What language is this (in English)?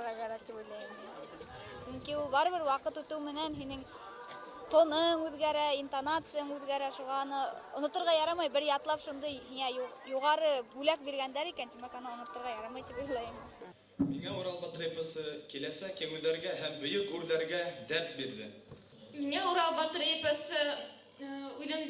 Bashkir